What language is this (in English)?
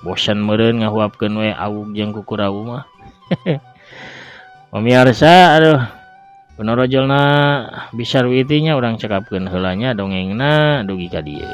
Sundanese